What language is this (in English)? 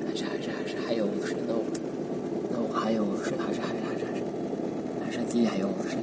Chechen